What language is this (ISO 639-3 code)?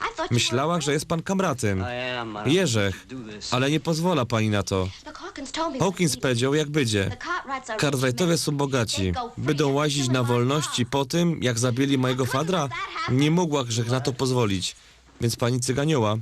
szl